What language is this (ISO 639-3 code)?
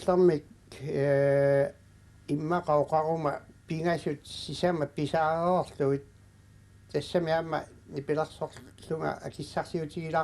kal